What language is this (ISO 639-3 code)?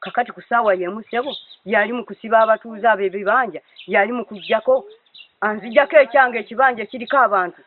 lug